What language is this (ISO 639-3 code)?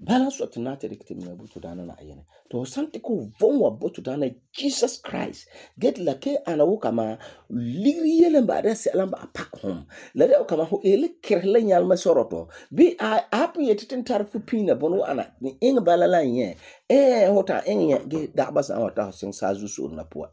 gur